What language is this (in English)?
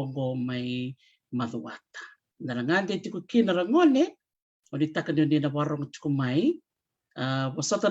Fijian